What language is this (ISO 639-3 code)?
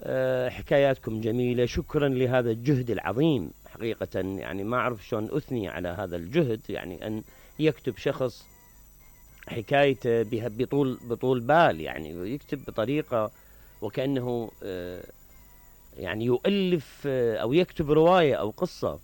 acm